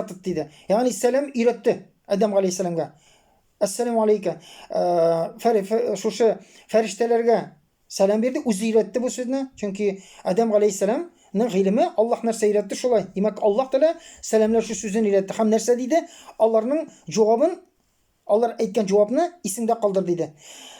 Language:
Tatar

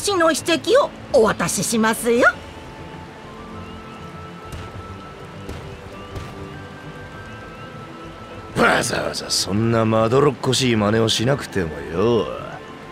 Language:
Japanese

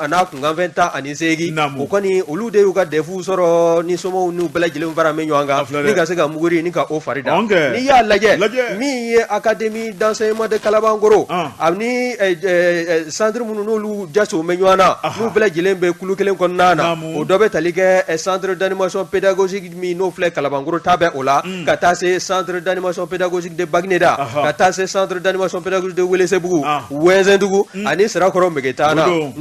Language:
Bambara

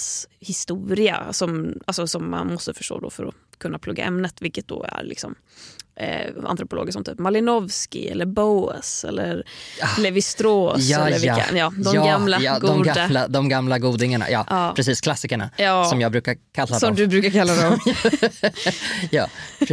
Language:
Swedish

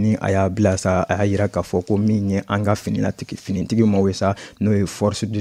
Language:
Bambara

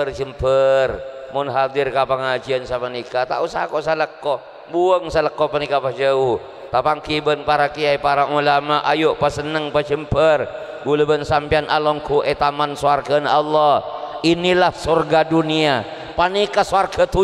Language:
Madurese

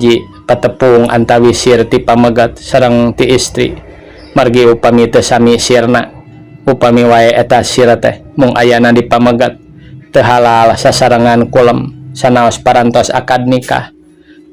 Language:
Sundanese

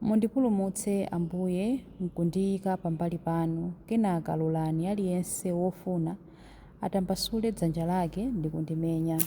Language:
Nyanja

